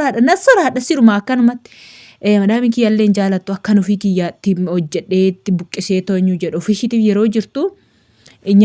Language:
Oromo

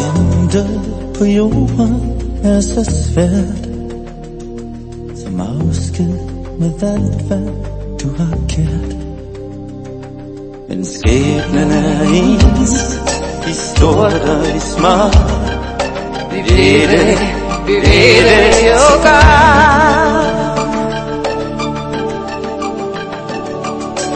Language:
Danish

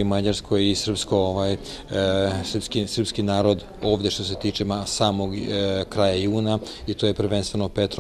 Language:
Serbian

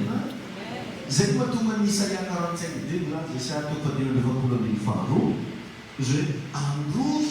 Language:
Malagasy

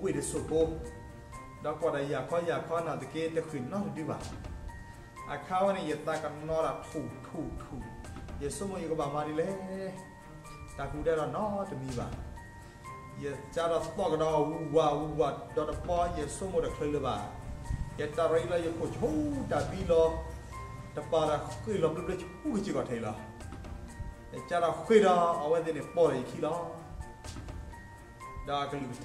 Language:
S'gaw Karen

